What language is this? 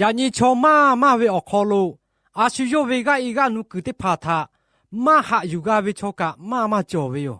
Lahu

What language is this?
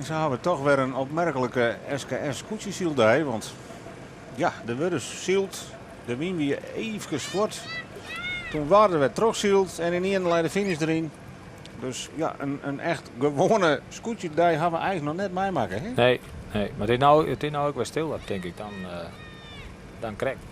Western Frisian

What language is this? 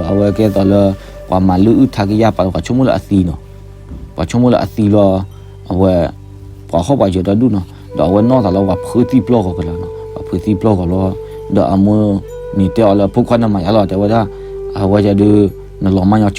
S'gaw Karen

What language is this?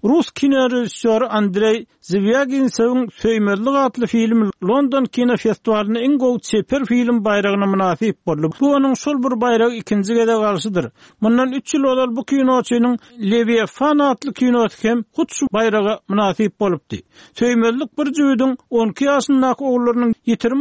Turkmen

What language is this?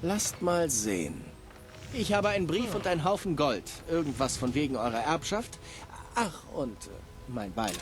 Bavarian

